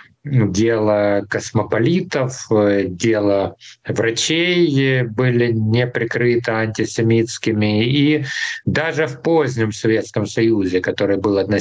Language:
Russian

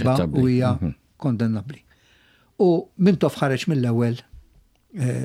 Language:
Maltese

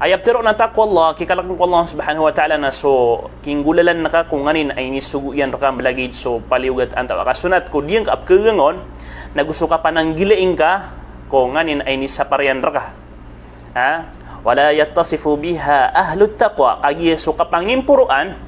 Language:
Maranao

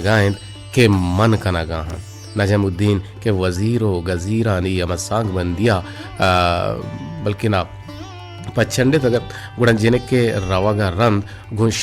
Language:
Baluchi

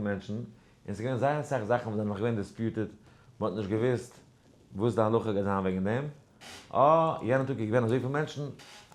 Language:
Yiddish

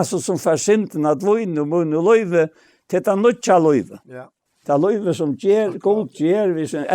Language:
Faroese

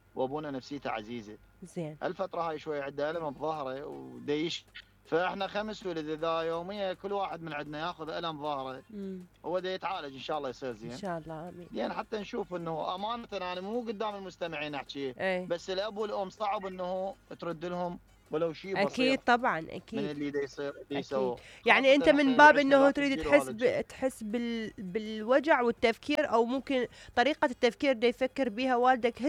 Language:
Mesopotamian Arabic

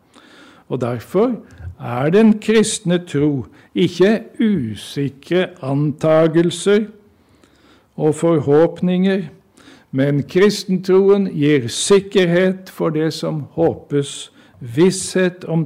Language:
Norwegian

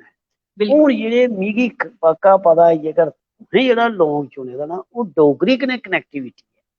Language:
Dogri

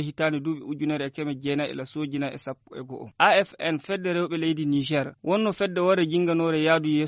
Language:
Fula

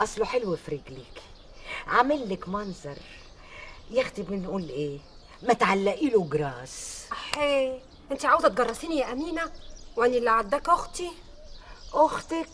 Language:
Egyptian Arabic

